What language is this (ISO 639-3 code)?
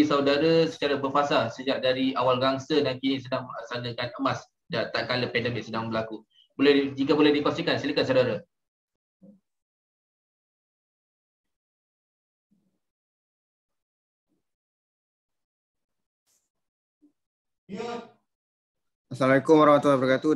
msa